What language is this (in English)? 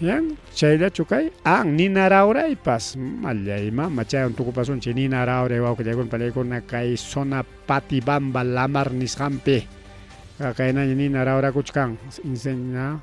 Ayacucho Quechua